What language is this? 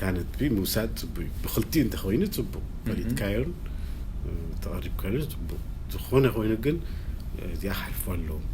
Tigrinya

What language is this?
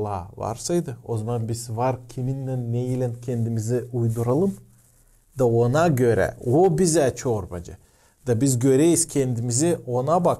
Gagauz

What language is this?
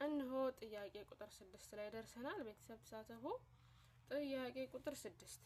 Amharic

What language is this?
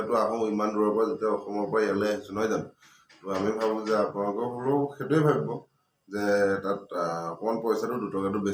Assamese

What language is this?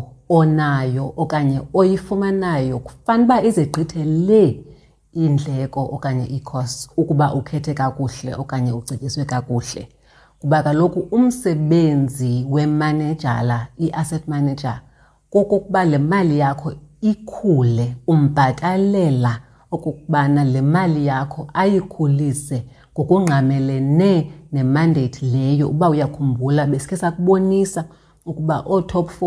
Xhosa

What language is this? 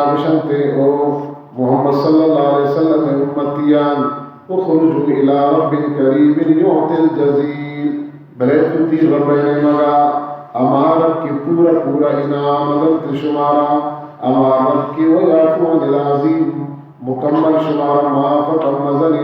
Baluchi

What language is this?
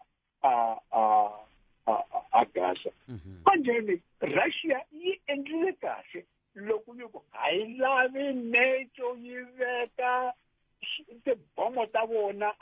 Tsonga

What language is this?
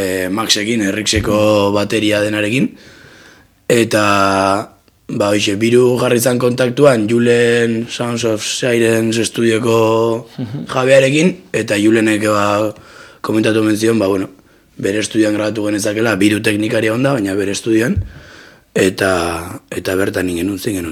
Basque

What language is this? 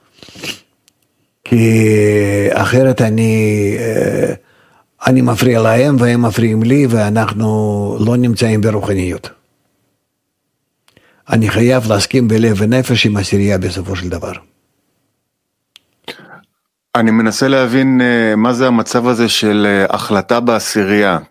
Hebrew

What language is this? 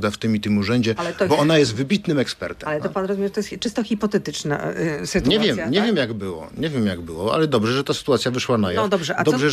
Polish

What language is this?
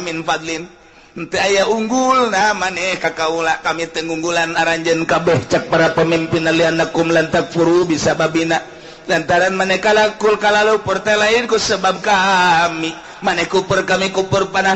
Sundanese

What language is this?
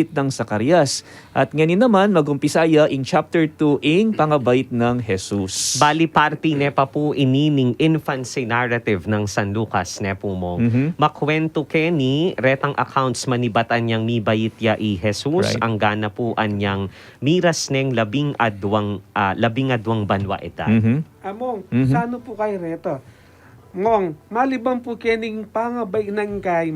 Pampanga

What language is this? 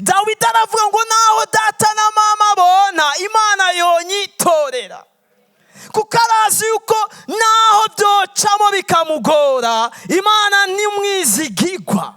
Rundi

